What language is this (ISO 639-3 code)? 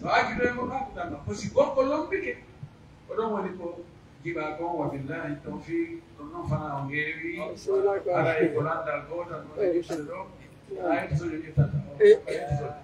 fuf